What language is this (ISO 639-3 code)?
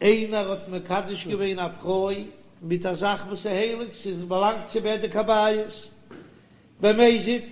yid